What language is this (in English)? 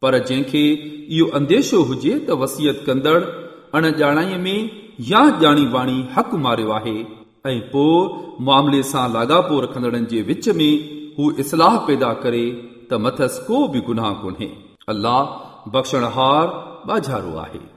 Sindhi